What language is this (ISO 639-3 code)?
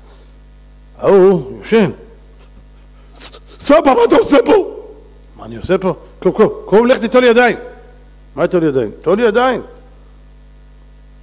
heb